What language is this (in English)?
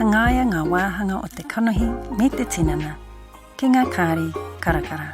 Māori